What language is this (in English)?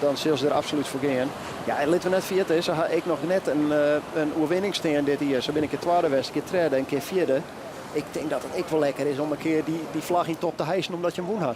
Western Frisian